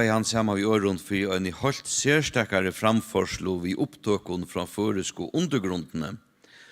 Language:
Faroese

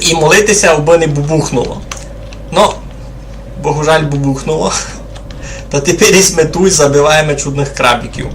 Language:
Rusyn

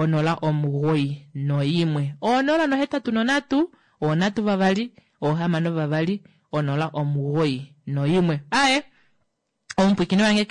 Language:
Kuanyama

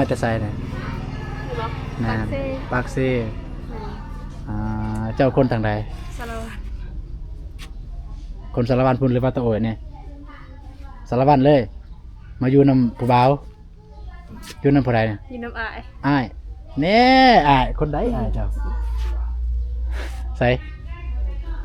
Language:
Lao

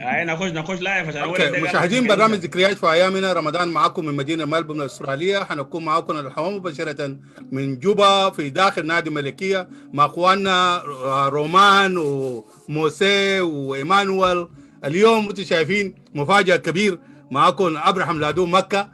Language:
Sudanese Arabic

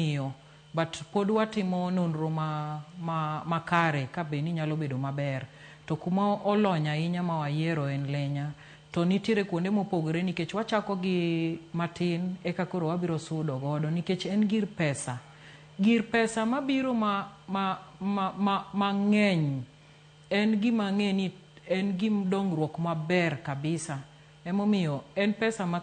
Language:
Luo (Kenya and Tanzania)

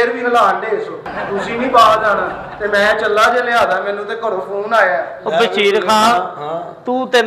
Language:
Punjabi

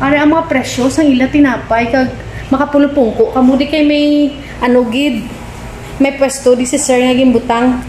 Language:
Hiligaynon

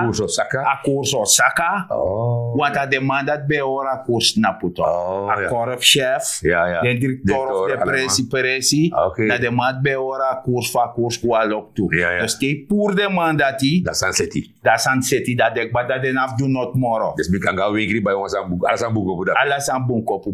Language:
Sranan Tongo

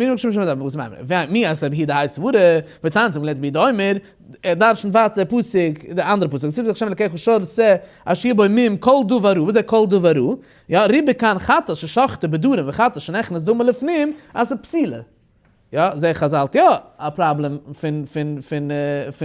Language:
Yiddish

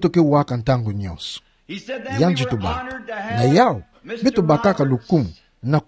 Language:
Kituba (Democratic Republic of Congo)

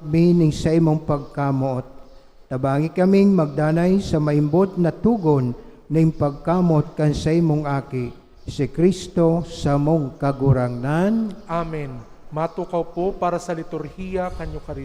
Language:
Bikol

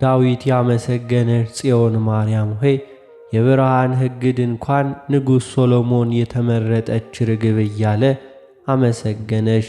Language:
Amharic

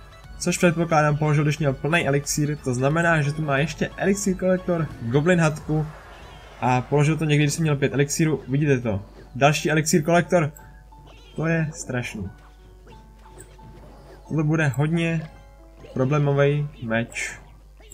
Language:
Czech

